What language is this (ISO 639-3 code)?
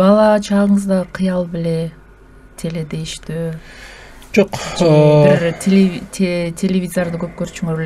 kir